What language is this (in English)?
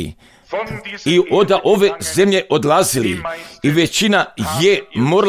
Croatian